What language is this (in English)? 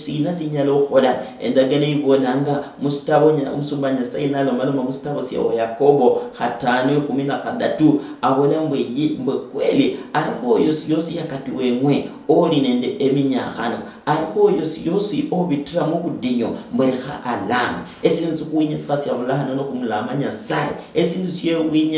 Luyia